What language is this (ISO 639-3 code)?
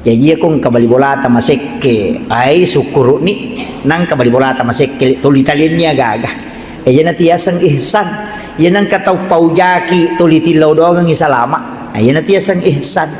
bug